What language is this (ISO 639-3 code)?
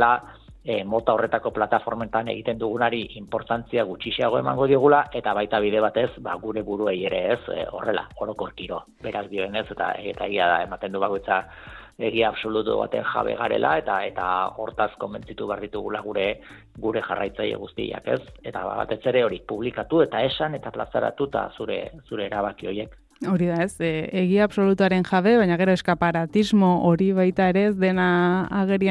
eus